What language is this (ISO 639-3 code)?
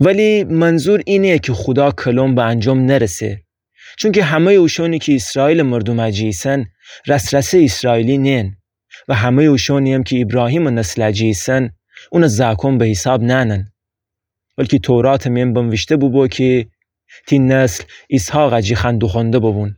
glk